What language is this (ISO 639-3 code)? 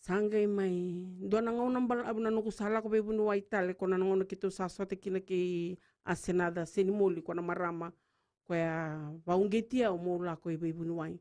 fij